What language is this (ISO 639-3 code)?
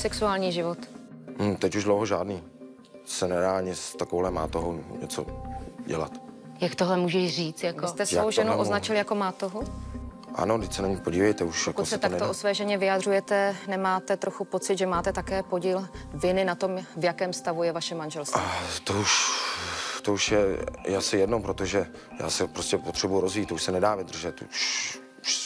ces